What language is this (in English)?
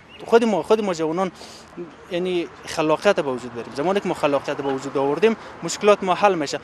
Persian